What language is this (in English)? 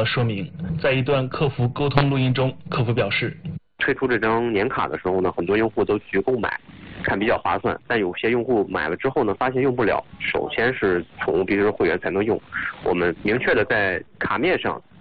Chinese